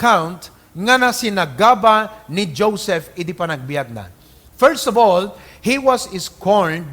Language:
Iloko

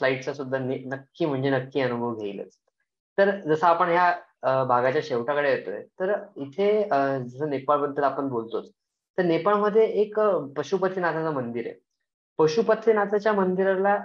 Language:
Marathi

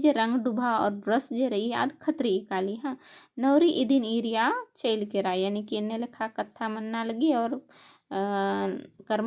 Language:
Kurukh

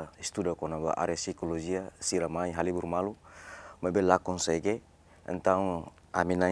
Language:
Tetum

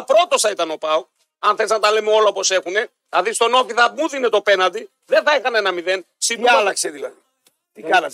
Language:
Greek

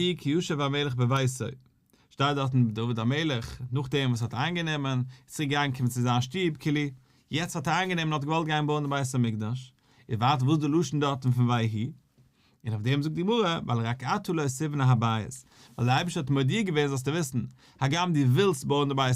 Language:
Yiddish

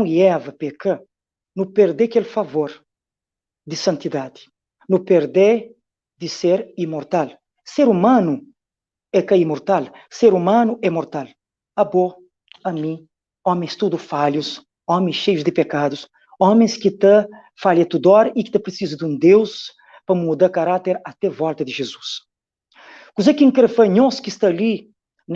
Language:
Kabuverdianu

